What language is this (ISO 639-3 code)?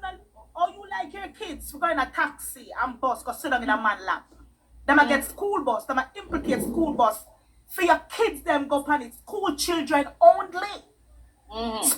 jam